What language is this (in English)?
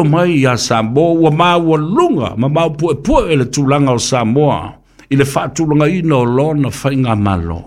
Samoan